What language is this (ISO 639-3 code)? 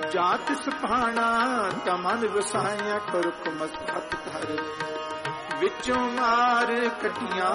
pan